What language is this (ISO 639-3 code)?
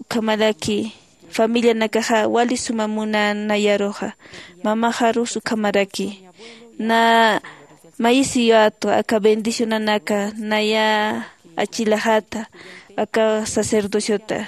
aym